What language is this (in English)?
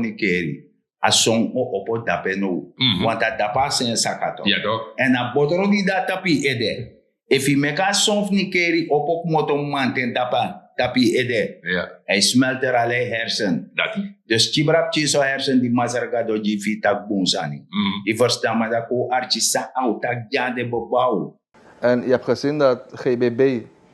Sranan Tongo